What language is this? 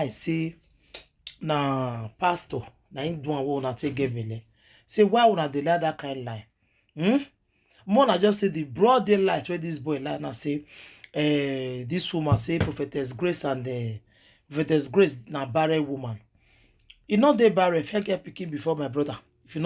Nigerian Pidgin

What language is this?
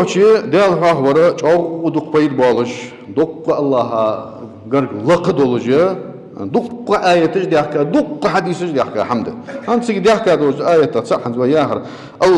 Ingush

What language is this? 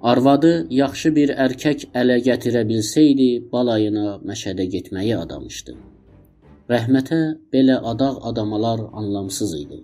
South Azerbaijani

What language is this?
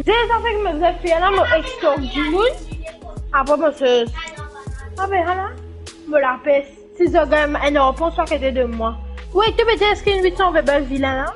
Morisyen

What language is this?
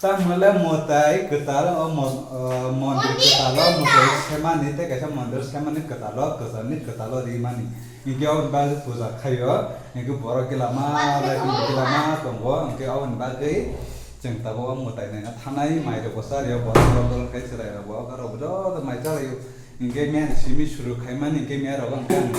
Kok Borok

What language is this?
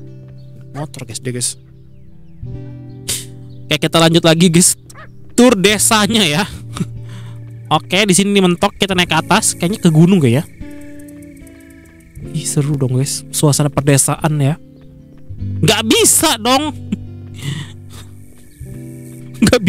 Indonesian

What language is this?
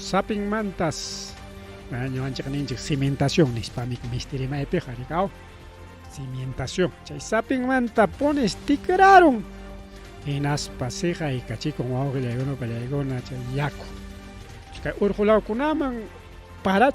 Ayacucho Quechua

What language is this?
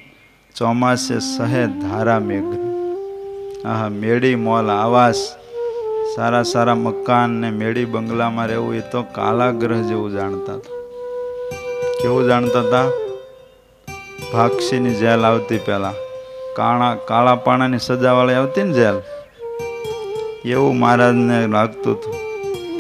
Gujarati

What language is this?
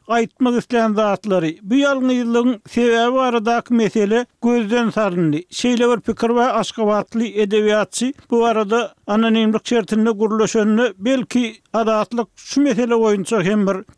Turkmen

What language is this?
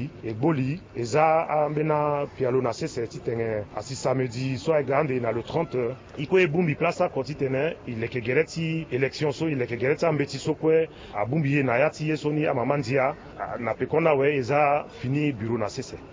Sango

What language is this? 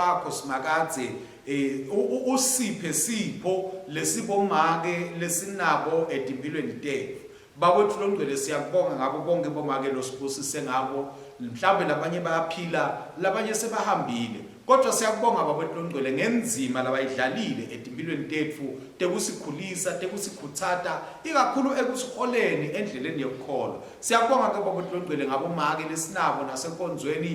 Swati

